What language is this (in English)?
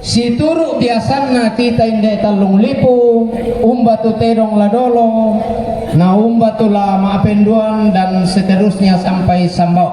Toraja-Sa'dan